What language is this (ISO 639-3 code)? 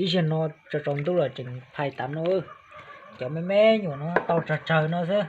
hmn